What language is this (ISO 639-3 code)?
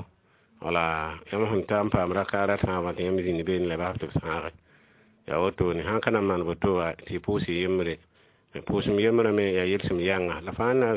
mos